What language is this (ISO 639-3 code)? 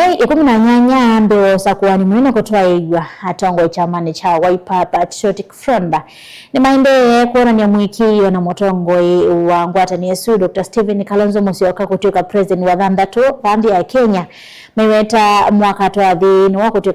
kam